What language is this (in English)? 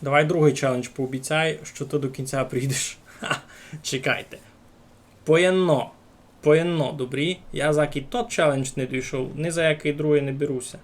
Rusyn